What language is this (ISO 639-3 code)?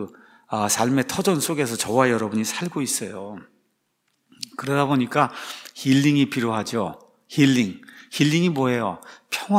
kor